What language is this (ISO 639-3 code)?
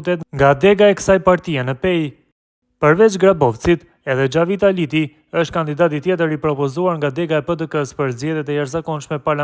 sqi